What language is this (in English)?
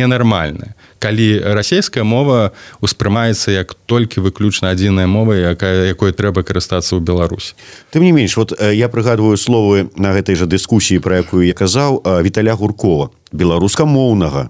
Belarusian